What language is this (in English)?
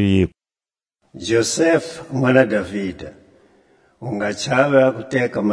Tswa